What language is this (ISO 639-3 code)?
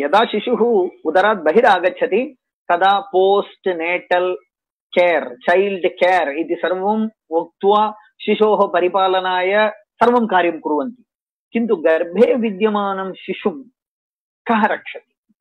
san